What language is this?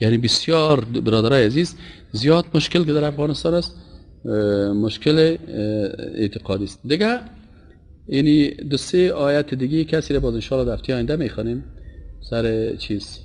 Persian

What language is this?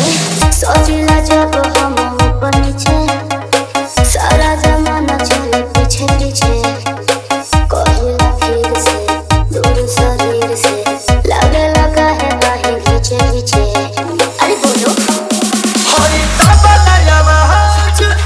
Bhojpuri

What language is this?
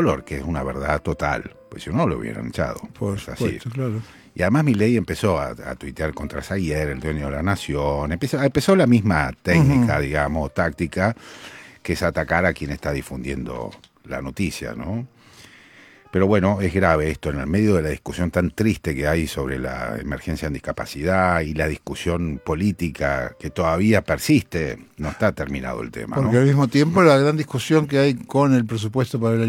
Spanish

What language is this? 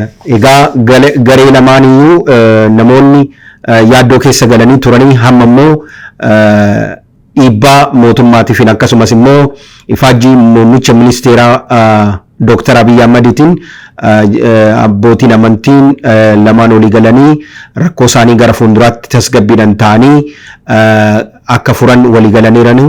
Oromo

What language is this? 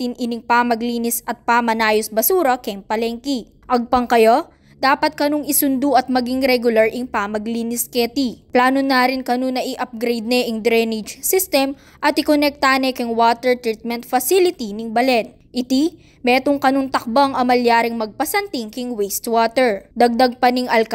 Pampanga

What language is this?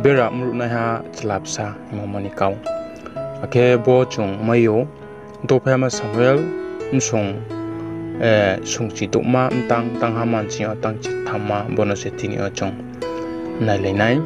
Riang (India)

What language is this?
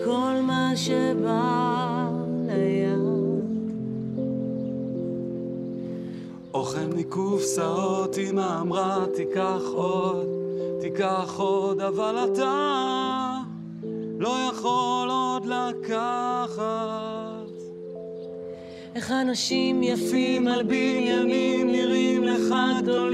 Hebrew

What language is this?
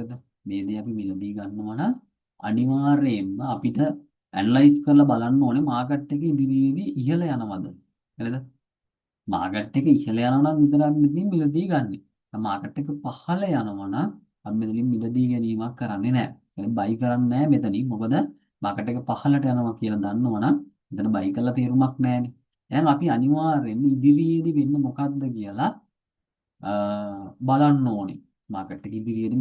Sinhala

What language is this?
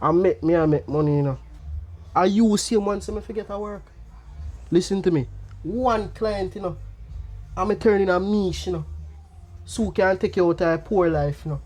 Jamaican Creole English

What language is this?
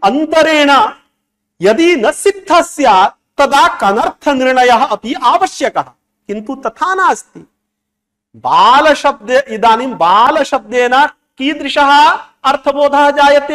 Sanskrit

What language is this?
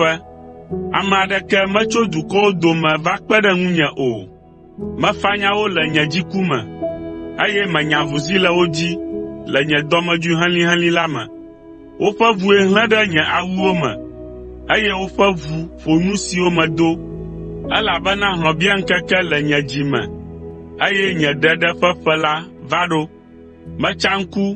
Ewe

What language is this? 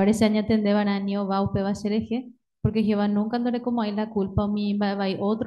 Guarani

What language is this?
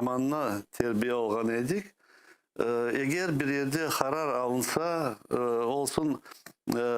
Crimean Tatar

